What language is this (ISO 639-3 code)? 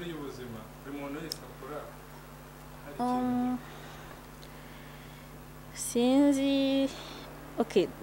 kin